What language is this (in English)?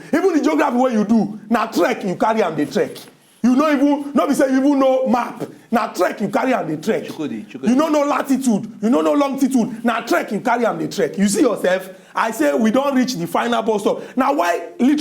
Nigerian Pidgin